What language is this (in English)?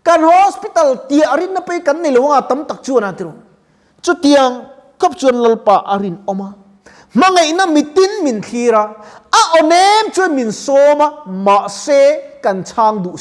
Mizo